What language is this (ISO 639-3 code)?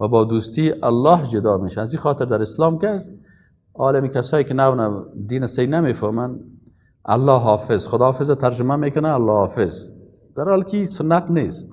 fas